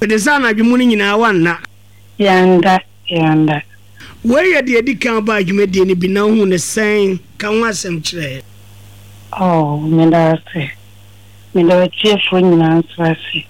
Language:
Akan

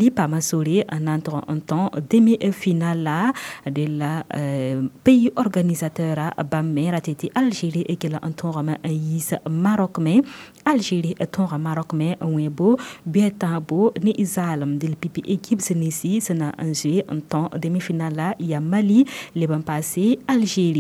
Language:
Mossi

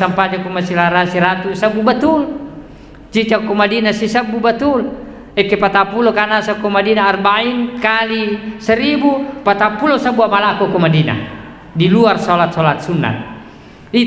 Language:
Buginese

